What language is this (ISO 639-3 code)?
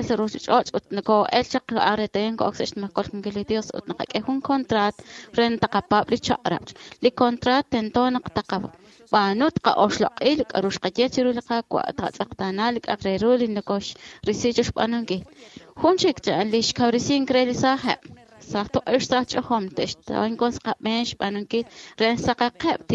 kek